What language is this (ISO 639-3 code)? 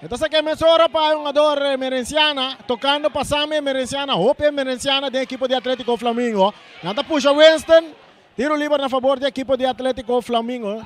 pap